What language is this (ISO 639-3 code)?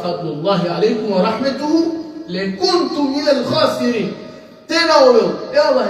rmn